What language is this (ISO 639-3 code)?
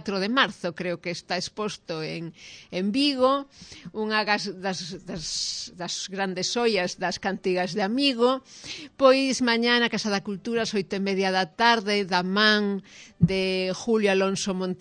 glg